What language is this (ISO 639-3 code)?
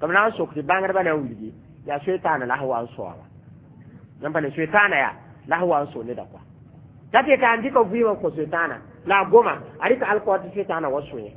mos